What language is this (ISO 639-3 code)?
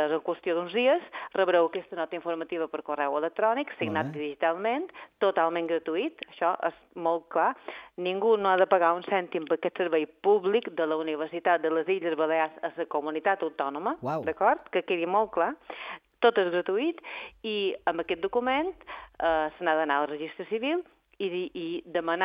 cat